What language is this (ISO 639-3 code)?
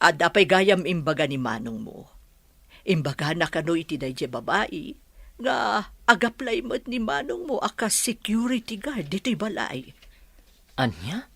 ilo